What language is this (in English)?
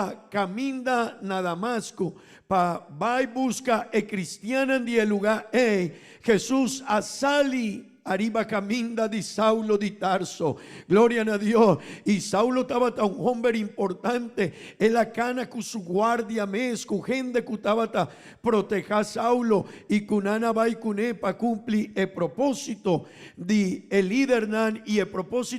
Papiamento